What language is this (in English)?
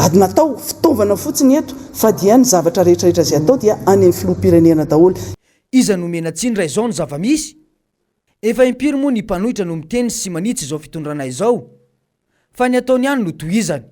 Malagasy